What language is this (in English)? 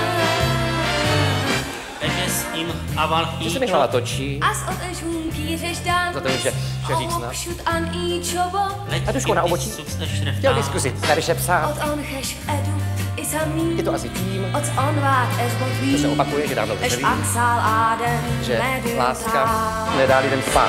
Czech